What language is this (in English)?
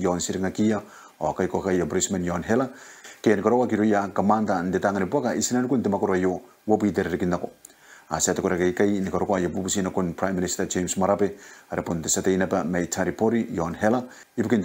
Gilbertese